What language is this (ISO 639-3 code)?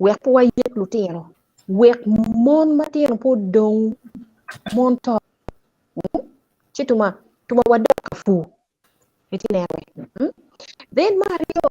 ach